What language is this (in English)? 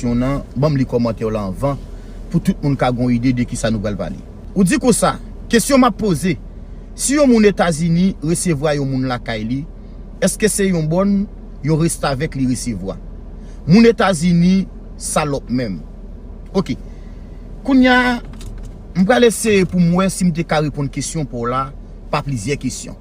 Haitian Creole